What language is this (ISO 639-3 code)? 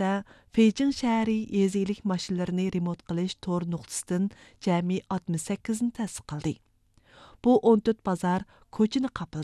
uig